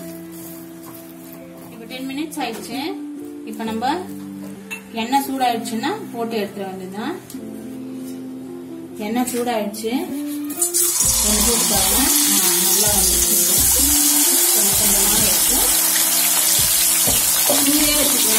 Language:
Tamil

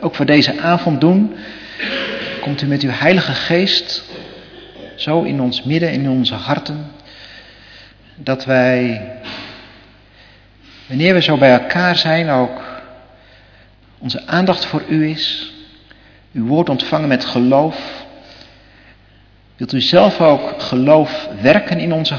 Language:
Dutch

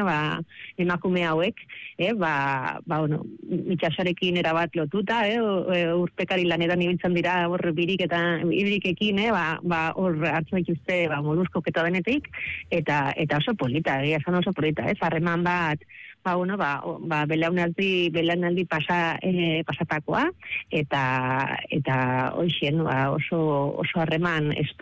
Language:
Basque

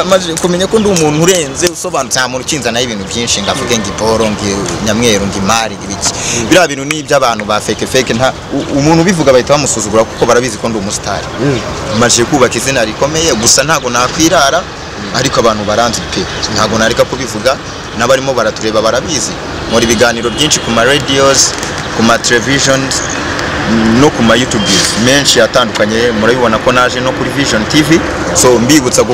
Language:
Kinyarwanda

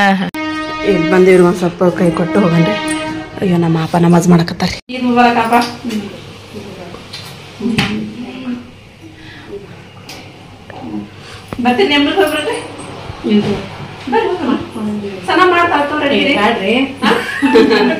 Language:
Kannada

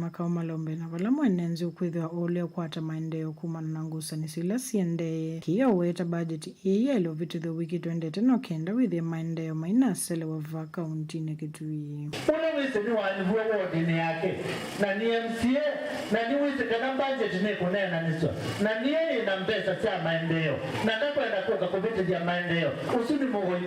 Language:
Kamba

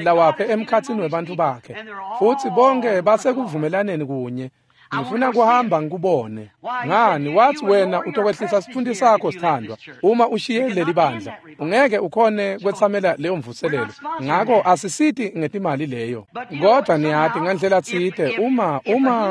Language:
Swati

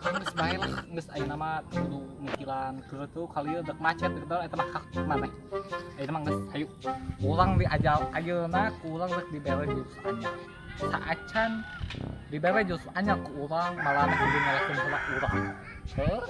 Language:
Sundanese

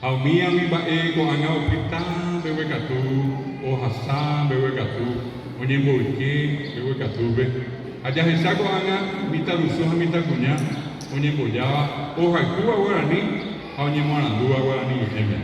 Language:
Guarani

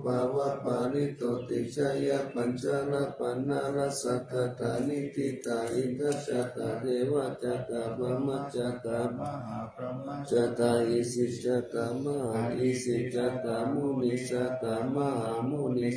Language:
Pali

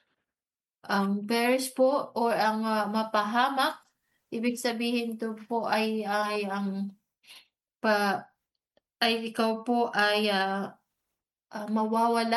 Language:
Filipino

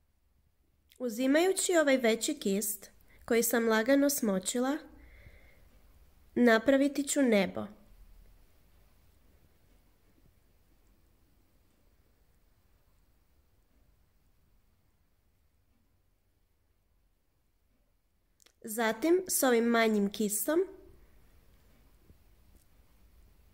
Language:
Croatian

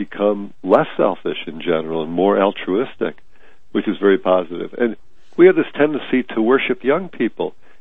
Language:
English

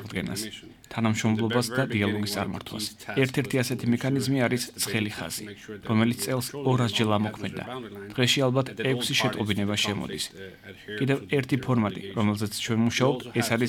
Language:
Georgian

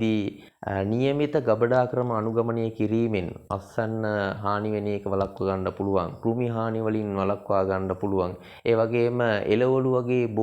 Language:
Sinhala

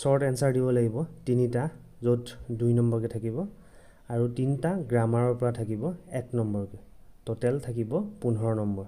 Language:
Assamese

